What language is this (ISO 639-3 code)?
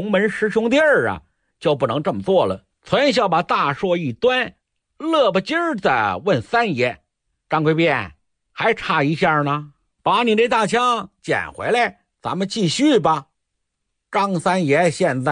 zho